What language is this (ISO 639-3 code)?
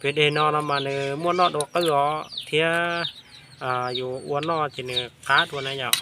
hmn